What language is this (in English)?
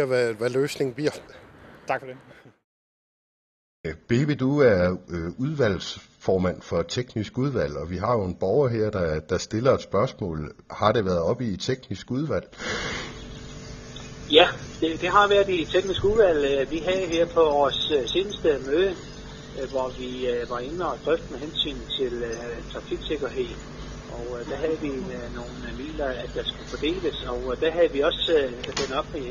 Danish